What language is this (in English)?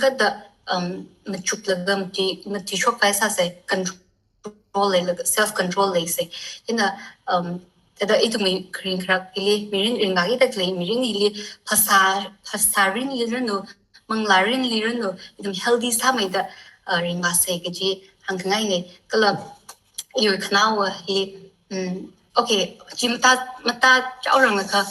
Tangkhul Naga (India)